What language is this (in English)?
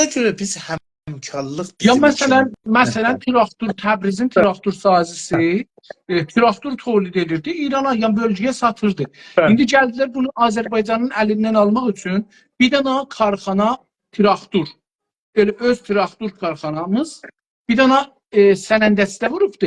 South Azerbaijani